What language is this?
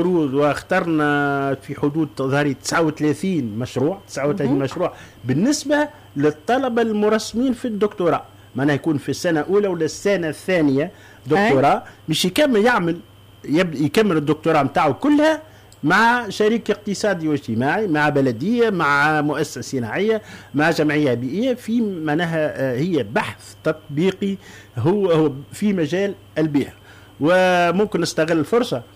Tunisian Arabic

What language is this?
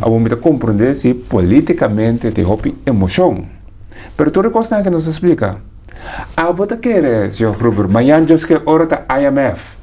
Papiamento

